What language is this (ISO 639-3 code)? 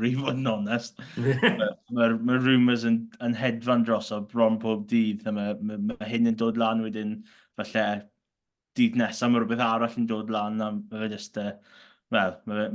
cym